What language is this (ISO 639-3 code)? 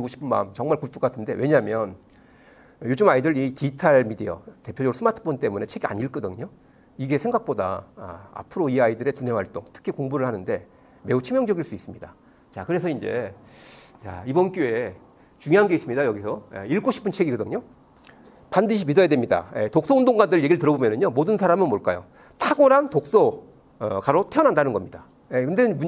kor